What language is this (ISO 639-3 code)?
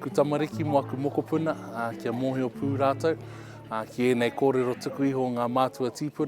mri